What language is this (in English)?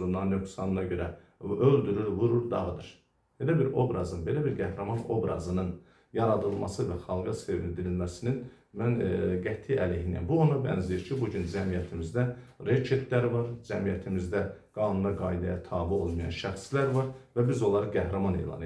Azerbaijani